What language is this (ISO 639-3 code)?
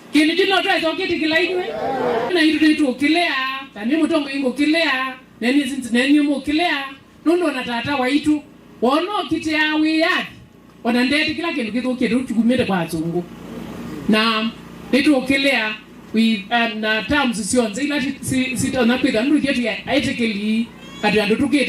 kam